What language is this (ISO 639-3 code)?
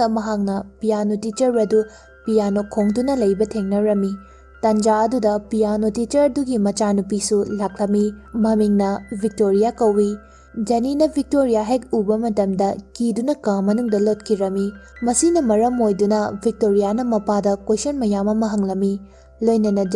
mni